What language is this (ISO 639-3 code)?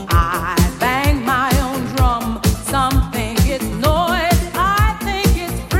deu